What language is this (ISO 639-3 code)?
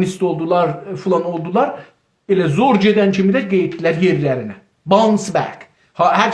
azb